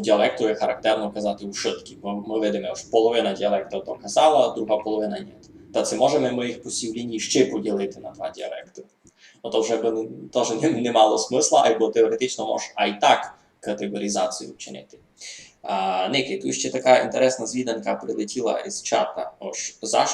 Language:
Rusyn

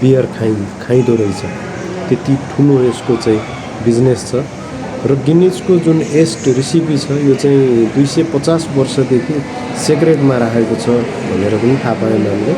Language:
Nepali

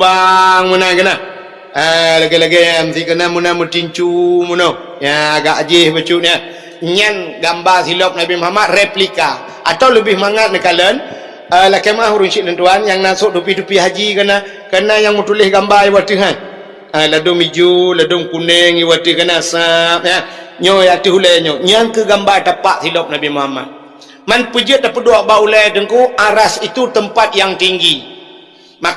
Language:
Achinese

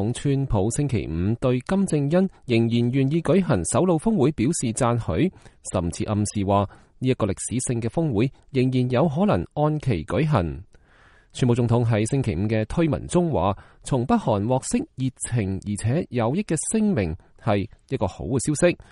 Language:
Cantonese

